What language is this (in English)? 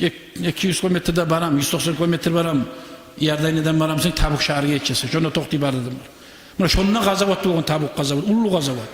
Kumyk